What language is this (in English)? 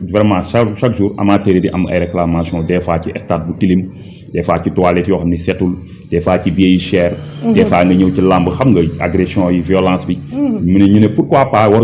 Wolof